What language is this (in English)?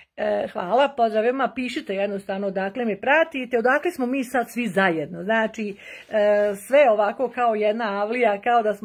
Bosnian